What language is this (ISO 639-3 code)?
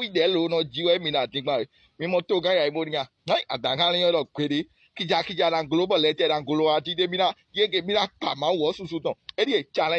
fon